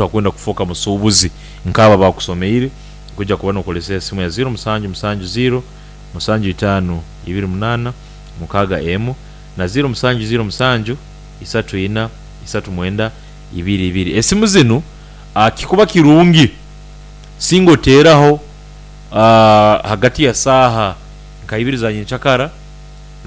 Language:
Nyoro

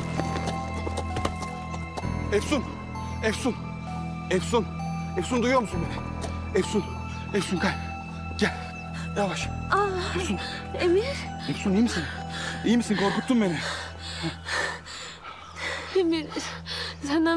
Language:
Turkish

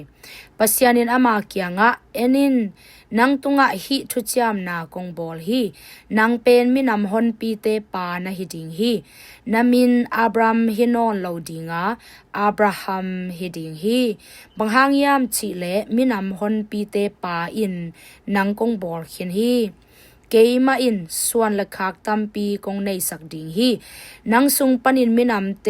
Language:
Tedim Chin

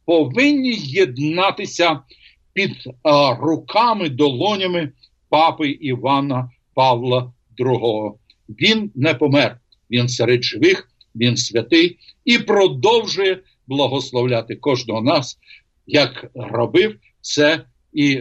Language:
Ukrainian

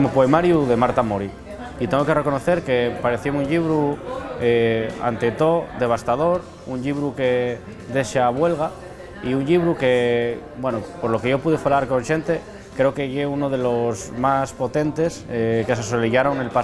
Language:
Asturian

